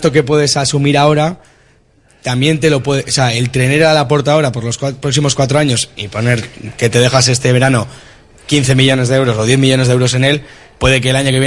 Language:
Spanish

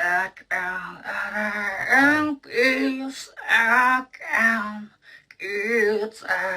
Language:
Banjar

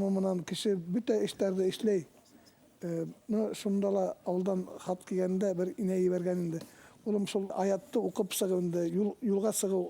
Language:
Bashkir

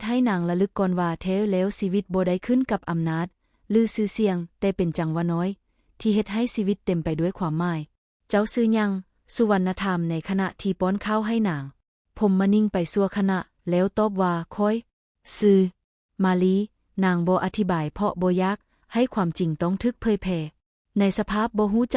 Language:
Lao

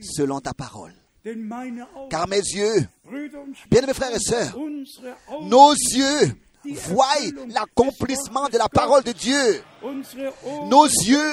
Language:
French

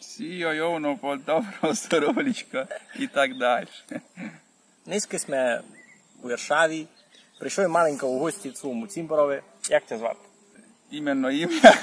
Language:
Rusyn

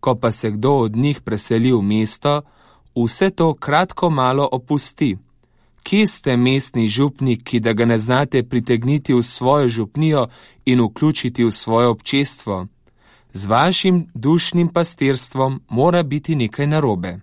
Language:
Slovenian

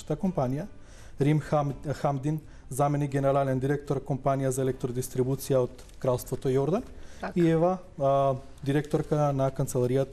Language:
Macedonian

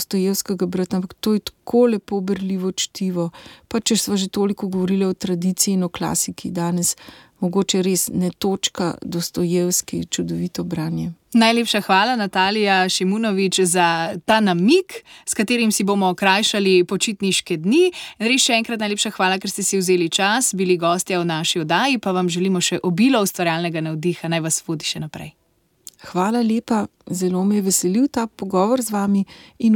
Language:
Slovenian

